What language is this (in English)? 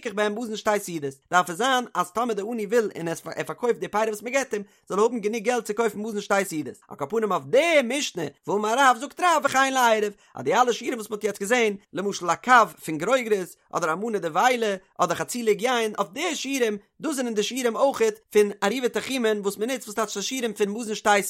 Yiddish